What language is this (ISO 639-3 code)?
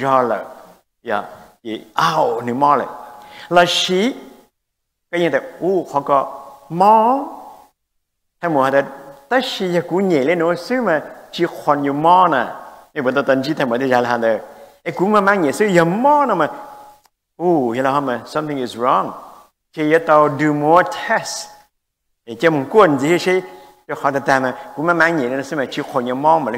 vie